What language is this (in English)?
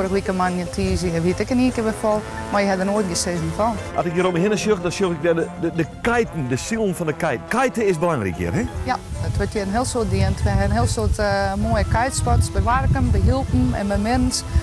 Western Frisian